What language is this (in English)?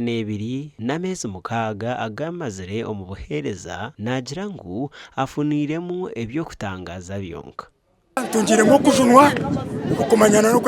Nyankole